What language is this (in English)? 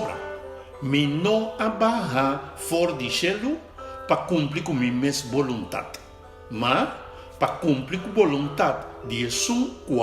Papiamento